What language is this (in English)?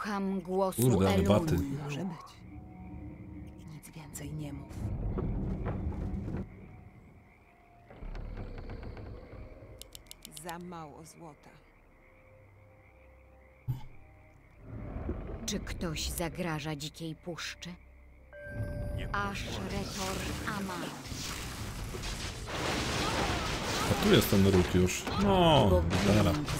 Polish